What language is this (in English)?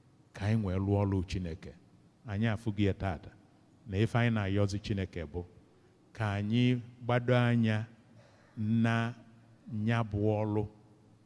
Igbo